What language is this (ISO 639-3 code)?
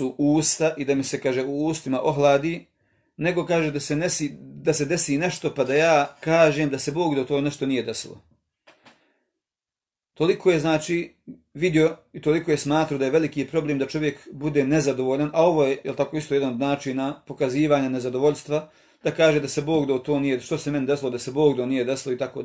bos